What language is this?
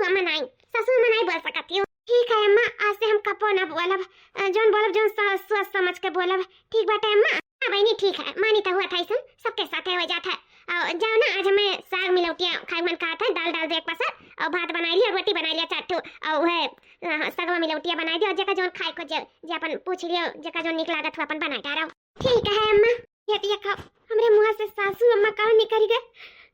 Awadhi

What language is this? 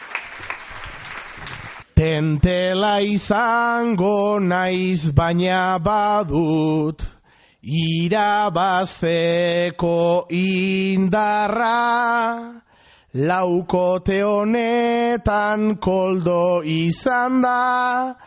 Basque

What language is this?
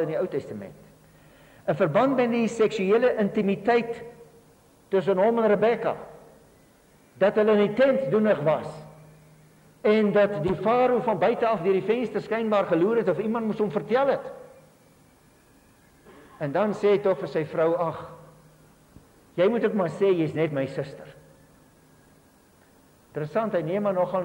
Afrikaans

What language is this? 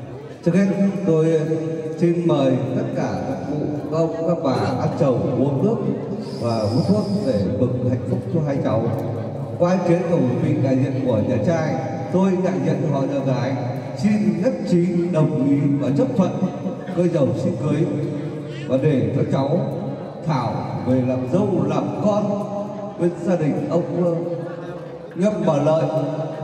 Vietnamese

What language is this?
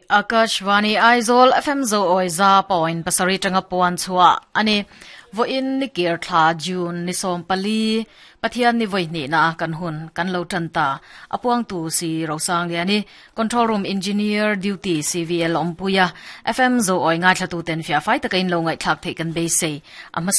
Mizo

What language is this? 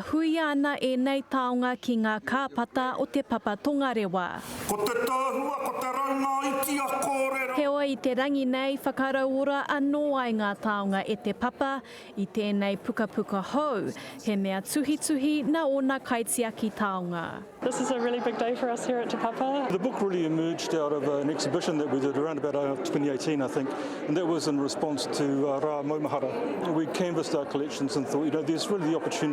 Māori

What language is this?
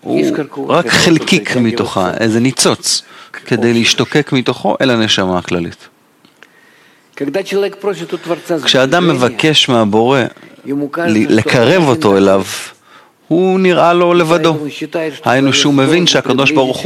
Hebrew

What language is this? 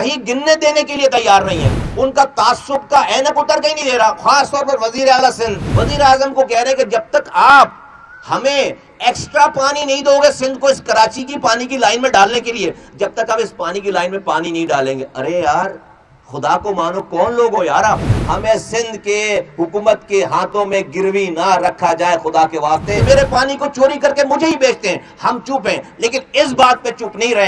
Urdu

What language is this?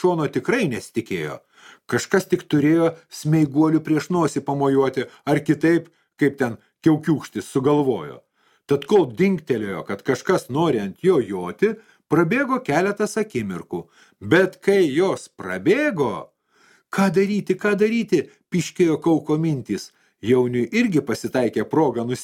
Lithuanian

